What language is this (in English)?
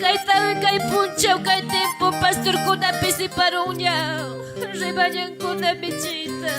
Ayacucho Quechua